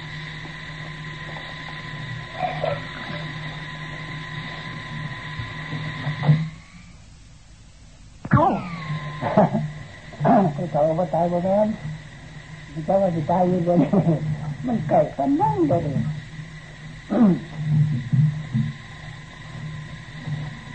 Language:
Thai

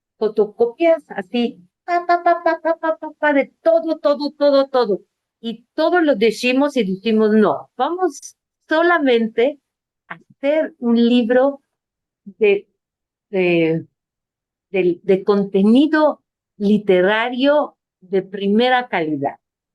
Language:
Ladino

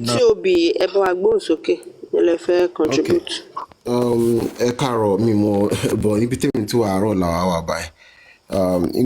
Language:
Yoruba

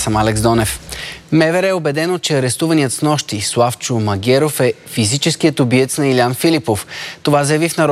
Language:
Bulgarian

